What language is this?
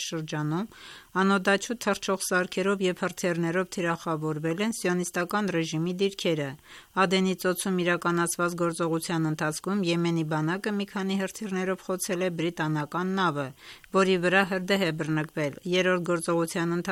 Armenian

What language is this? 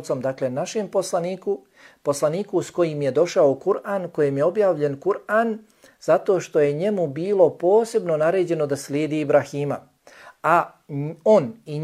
Bosnian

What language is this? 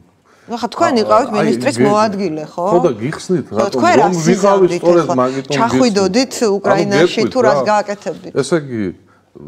Georgian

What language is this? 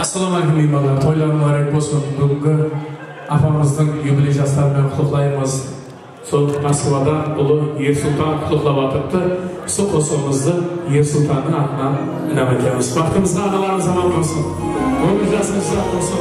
Kara-Kalpak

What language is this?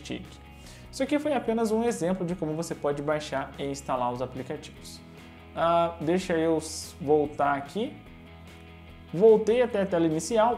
Portuguese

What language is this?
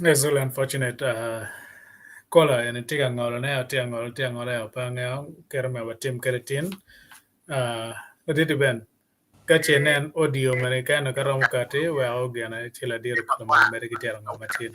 Acoli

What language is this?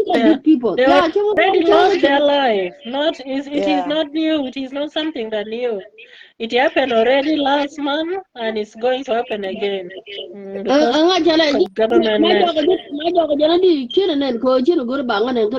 Nuer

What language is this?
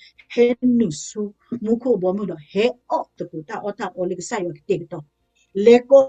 S'gaw Karen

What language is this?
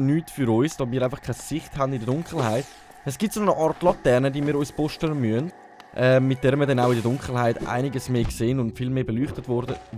Swiss German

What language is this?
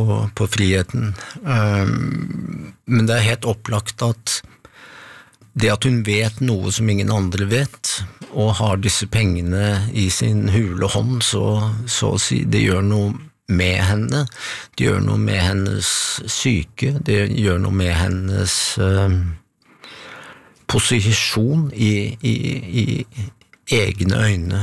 Norwegian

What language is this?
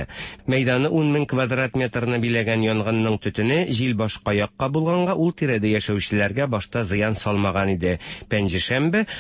Tatar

